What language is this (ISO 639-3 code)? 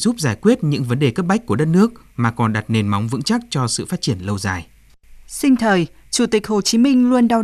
vie